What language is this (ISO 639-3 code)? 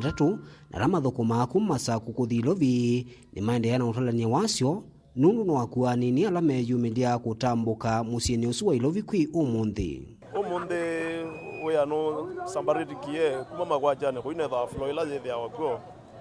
kam